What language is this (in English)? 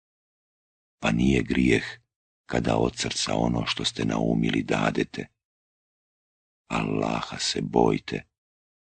Bosnian